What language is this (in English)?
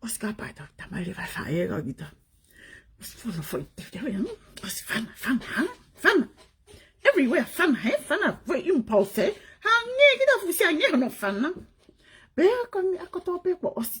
Tongan